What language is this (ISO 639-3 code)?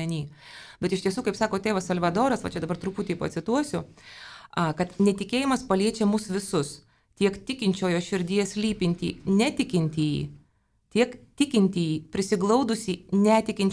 lit